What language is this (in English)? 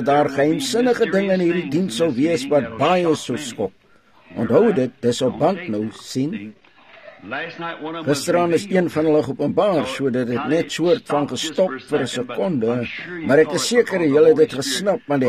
Afrikaans